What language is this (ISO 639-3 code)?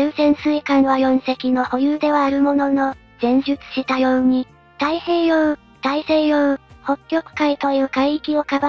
jpn